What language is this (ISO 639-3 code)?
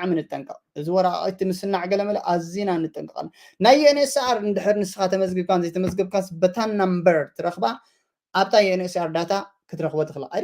tir